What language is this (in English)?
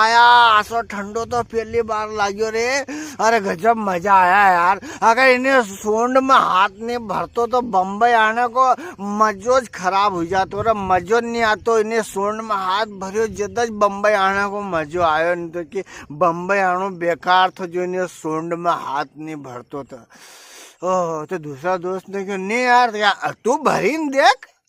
Rajasthani